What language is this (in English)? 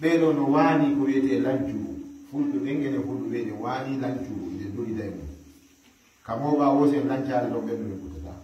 Fula